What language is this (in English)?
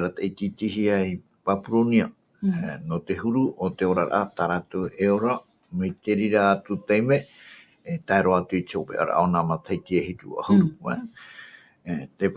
Tahitian